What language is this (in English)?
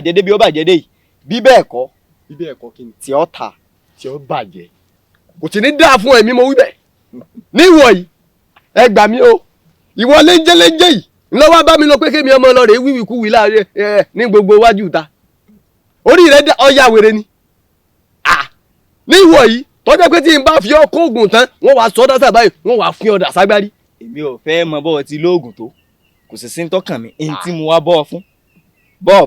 Yoruba